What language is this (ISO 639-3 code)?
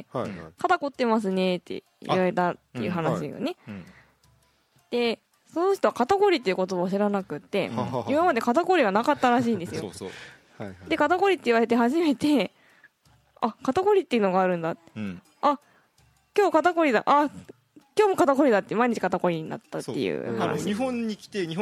jpn